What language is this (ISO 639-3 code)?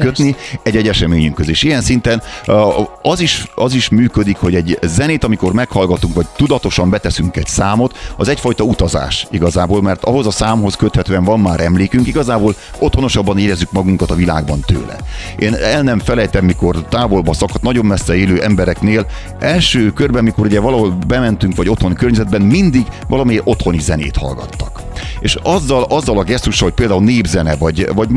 hun